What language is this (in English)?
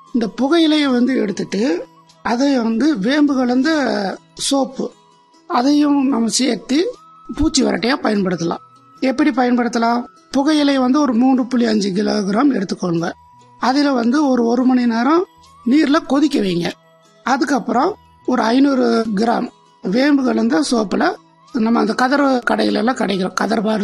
Tamil